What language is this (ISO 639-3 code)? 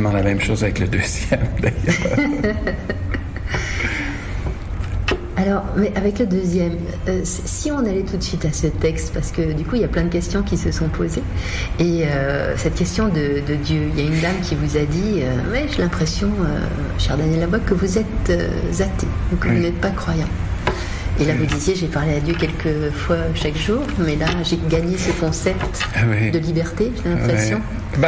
fra